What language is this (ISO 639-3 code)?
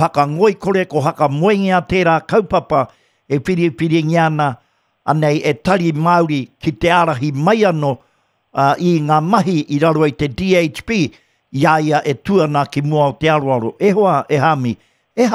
mri